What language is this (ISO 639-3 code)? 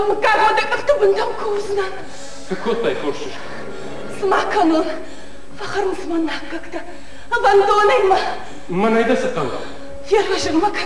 oss